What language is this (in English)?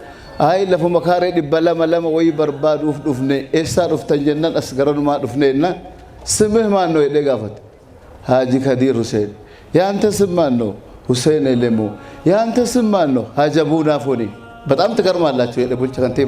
Oromo